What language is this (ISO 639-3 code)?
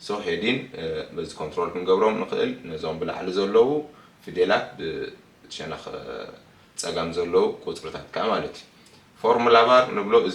tir